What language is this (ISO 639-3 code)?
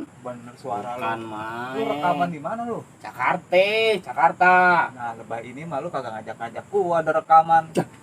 bew